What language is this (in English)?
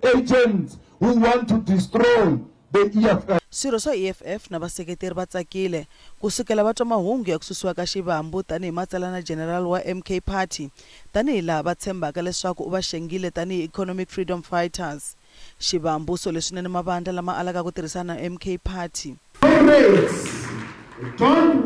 Tsonga